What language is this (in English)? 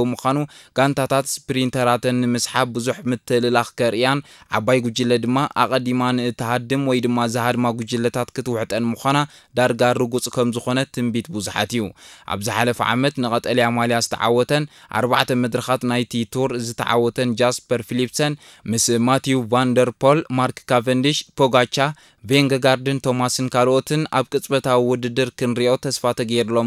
Tigrinya